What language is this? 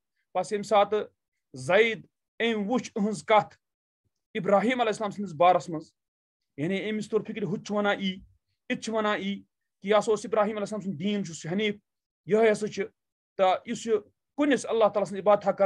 Kashmiri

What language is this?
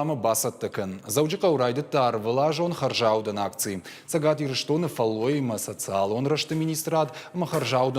Ossetic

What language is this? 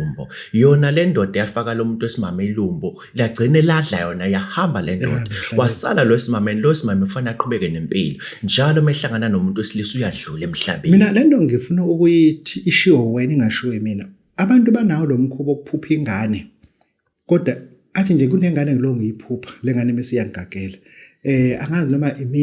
Zulu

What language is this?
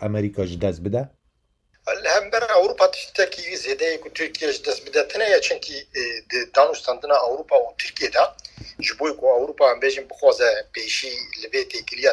Kurdish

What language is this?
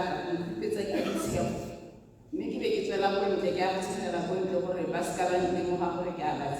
Tswana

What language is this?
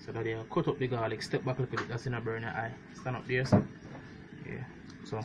Jamaican Creole English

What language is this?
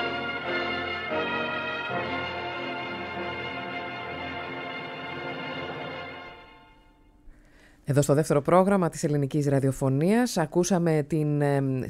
Greek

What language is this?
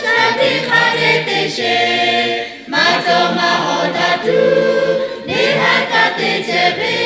Lahu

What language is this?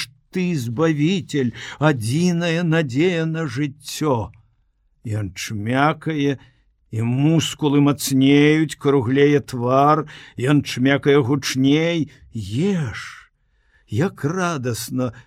Belarusian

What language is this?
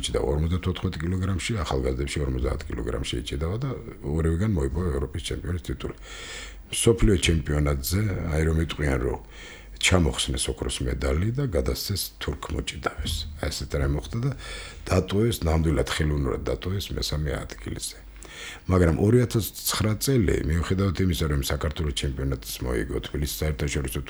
Georgian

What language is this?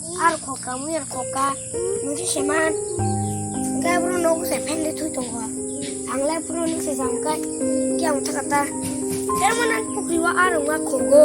Kok Borok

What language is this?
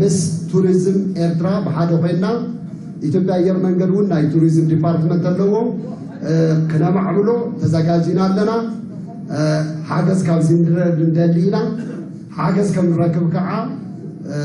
Tigrinya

